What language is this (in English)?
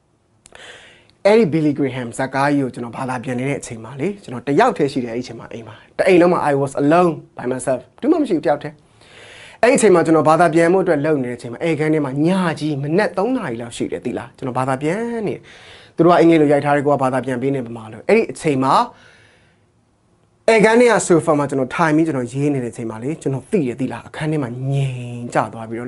Burmese